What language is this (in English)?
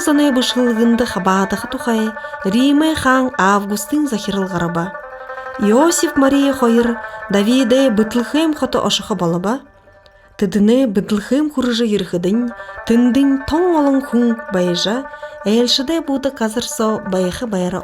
Buriat